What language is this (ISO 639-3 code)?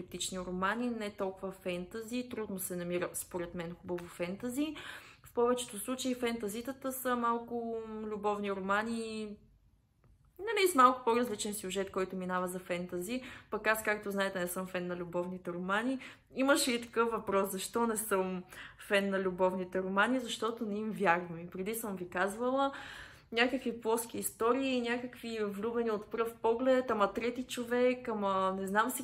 bul